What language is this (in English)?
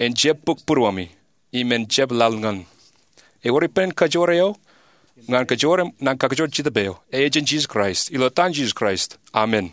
Marshallese